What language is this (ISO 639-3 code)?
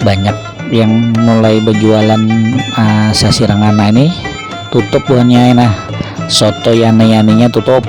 bjn